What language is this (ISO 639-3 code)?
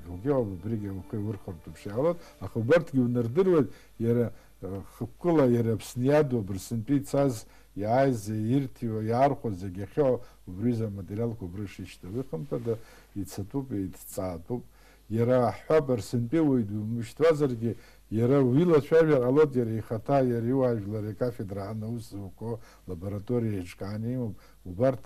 abk